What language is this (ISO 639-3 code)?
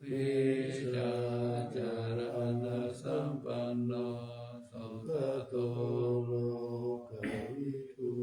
pli